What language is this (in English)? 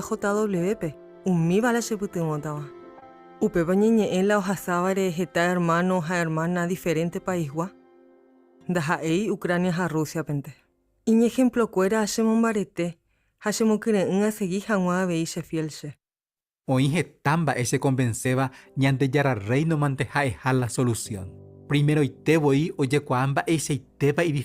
Guarani